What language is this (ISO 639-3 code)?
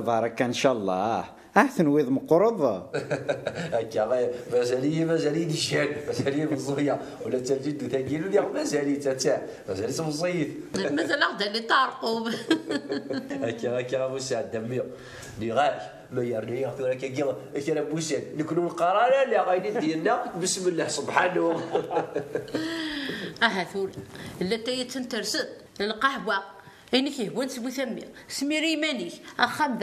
kab